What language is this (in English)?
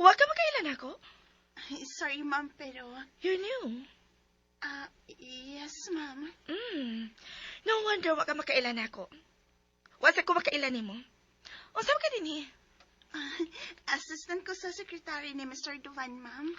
Cebuano